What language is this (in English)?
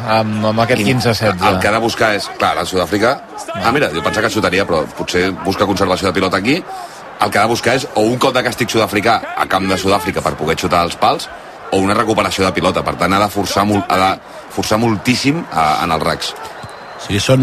Catalan